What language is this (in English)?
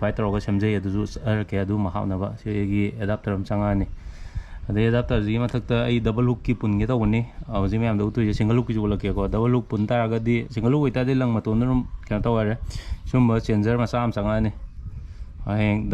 Manipuri